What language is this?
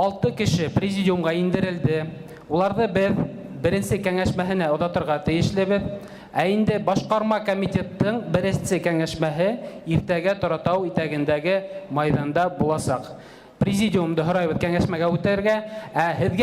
Bashkir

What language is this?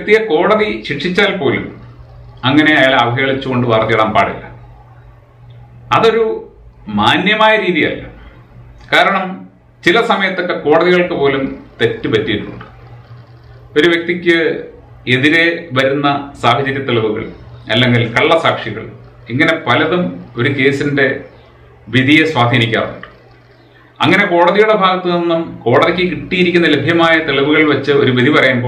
Malayalam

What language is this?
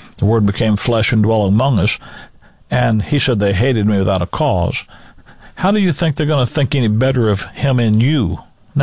English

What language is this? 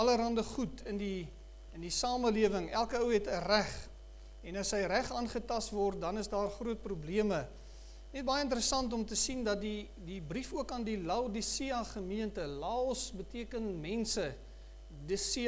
Afrikaans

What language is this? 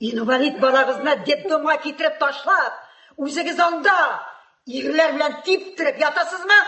Tatar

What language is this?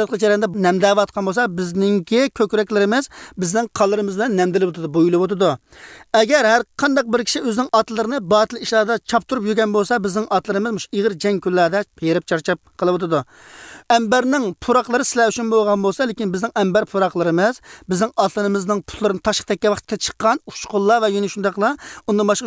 Uyghur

